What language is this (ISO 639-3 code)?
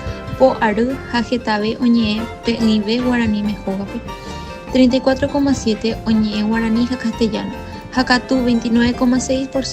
grn